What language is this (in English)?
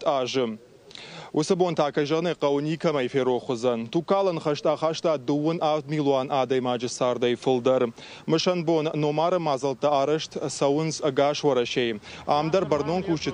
Ossetic